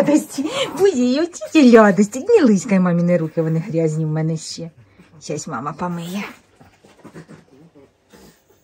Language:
Ukrainian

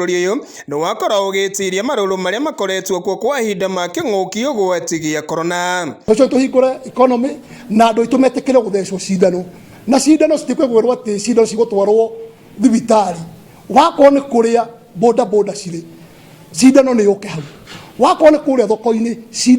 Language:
Kikuyu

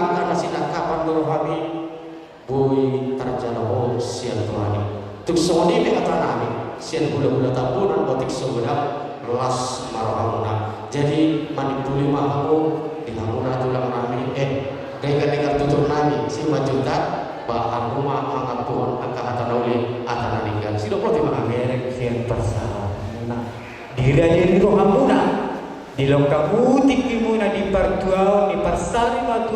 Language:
Batak Toba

